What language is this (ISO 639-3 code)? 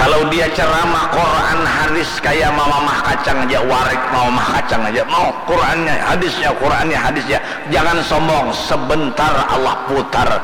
bjn